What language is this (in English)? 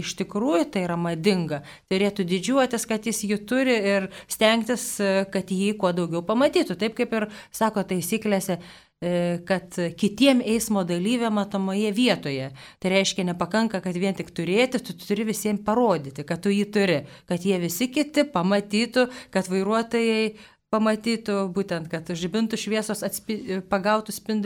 Lithuanian